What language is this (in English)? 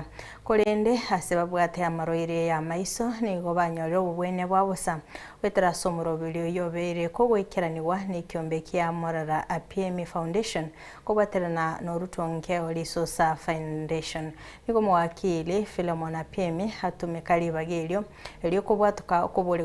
Gusii